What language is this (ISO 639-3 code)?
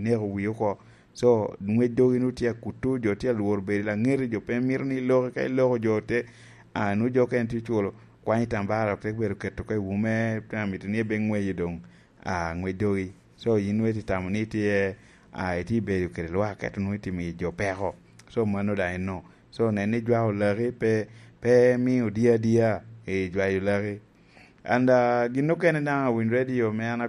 laj